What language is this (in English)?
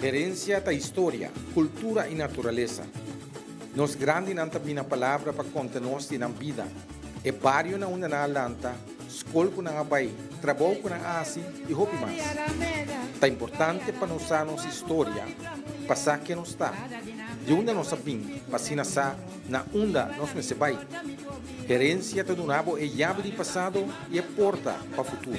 Papiamento